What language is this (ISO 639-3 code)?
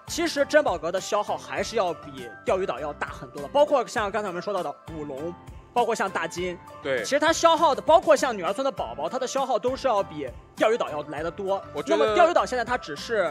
zho